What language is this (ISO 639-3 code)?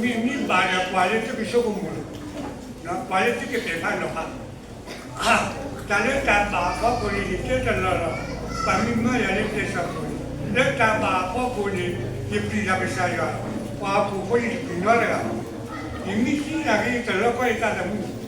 ksw